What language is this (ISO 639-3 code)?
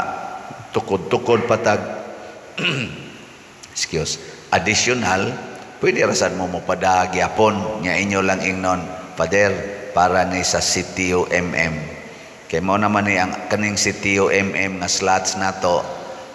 ceb